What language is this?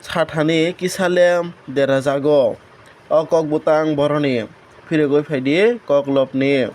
Kok Borok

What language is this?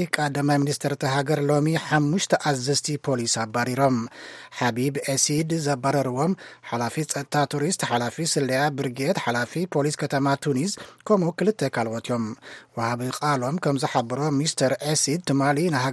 Tigrinya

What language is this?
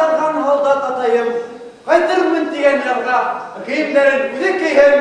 Bashkir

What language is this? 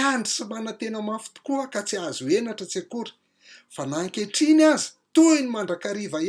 Malagasy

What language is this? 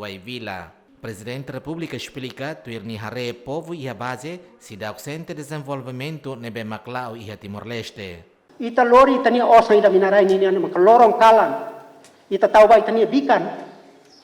Tetum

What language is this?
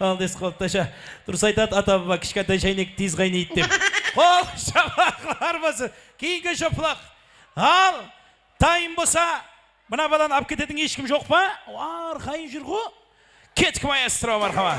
Kara-Kalpak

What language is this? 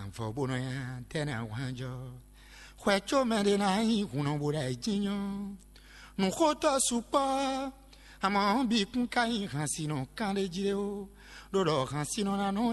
Fon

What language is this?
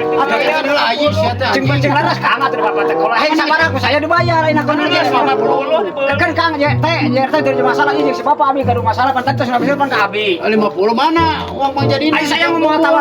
Sundanese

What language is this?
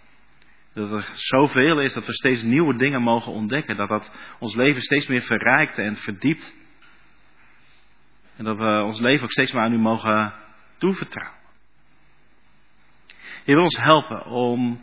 Dutch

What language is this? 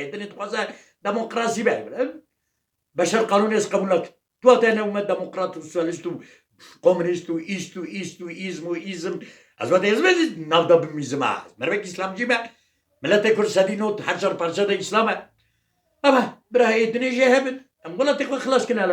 Kurdish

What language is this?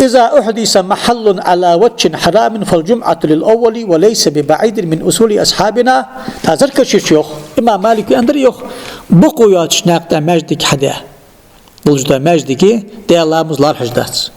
Ingush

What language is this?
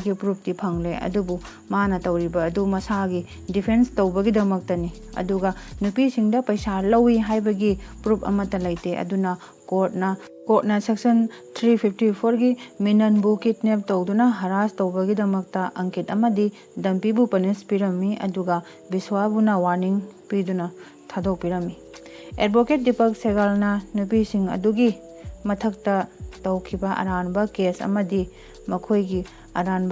Manipuri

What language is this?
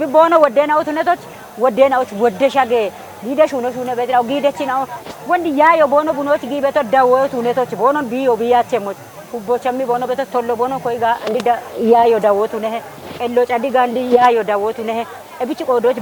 Kafa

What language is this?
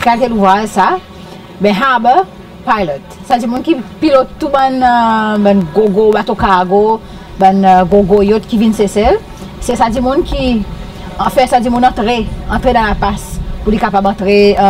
Seselwa Creole French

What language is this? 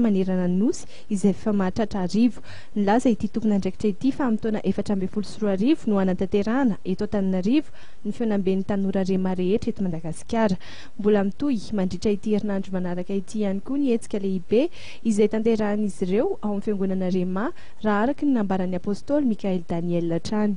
Malagasy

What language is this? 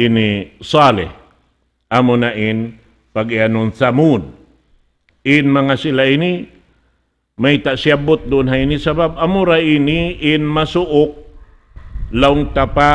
Tausug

